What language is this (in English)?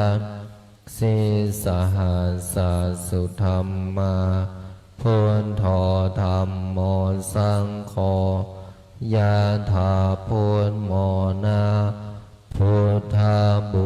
Pali